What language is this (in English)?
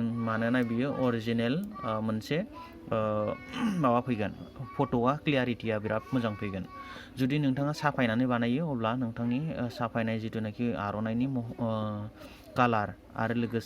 Bodo